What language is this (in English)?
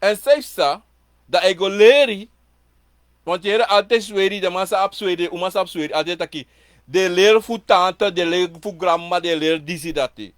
Sranan Tongo